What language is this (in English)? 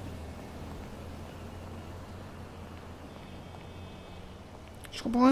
French